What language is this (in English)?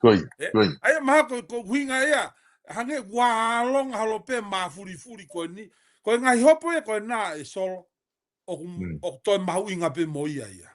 Tongan